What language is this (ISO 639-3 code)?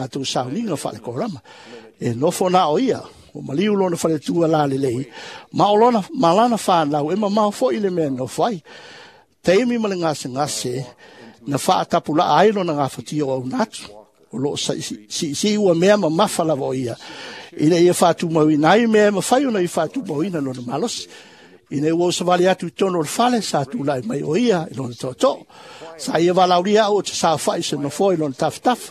smo